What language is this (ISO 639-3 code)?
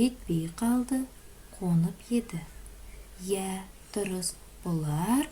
kaz